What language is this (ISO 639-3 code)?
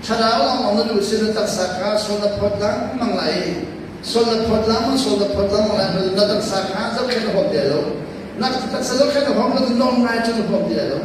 cnh